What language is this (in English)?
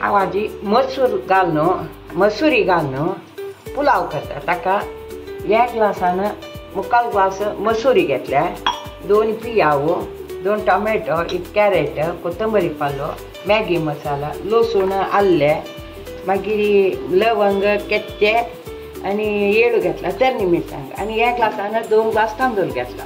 Konkani